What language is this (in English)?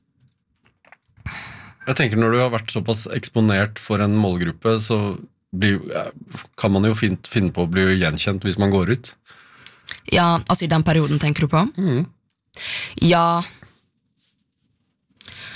Norwegian